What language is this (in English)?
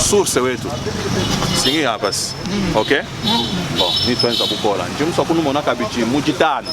Luba-Lulua